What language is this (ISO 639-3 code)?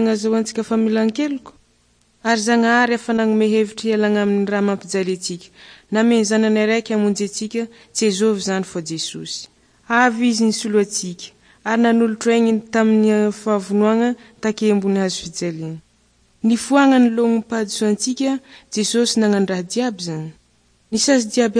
mlg